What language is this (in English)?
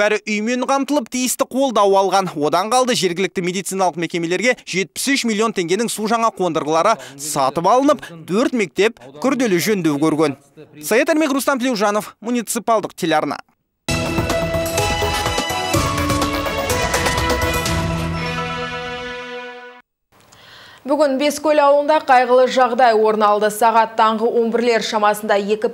Kazakh